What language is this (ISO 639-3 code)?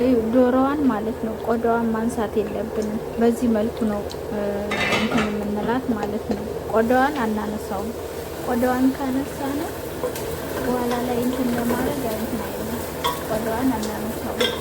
amh